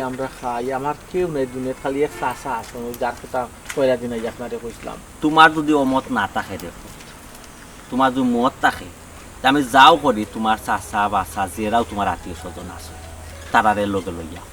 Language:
Sylheti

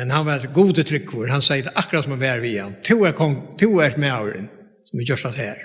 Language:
Faroese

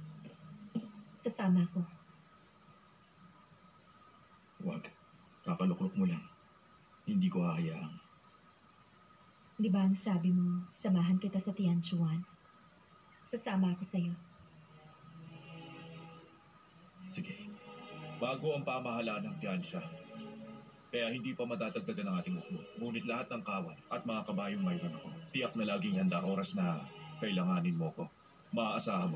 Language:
Filipino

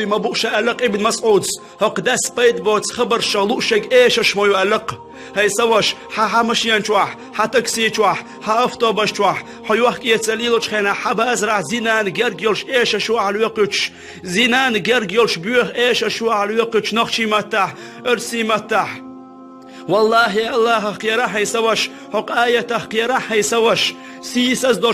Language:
Chechen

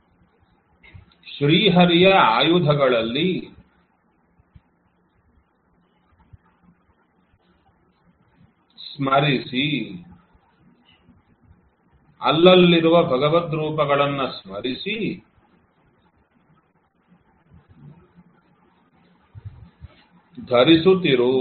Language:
Kannada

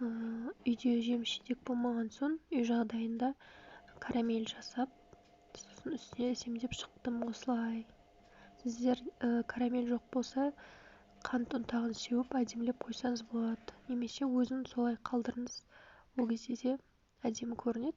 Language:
Kazakh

